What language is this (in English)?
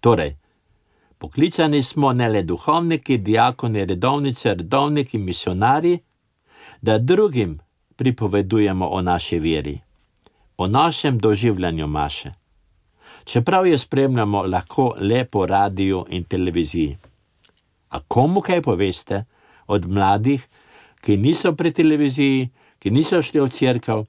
Slovenian